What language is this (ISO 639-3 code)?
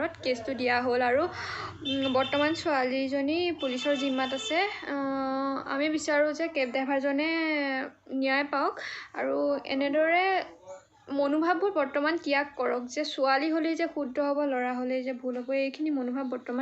asm